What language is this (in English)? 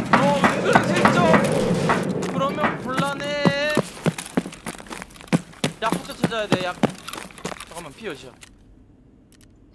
Korean